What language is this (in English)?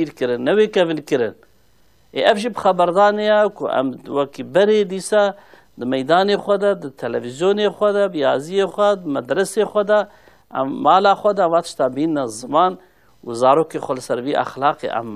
Kurdish